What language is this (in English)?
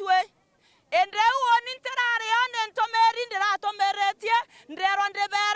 Meru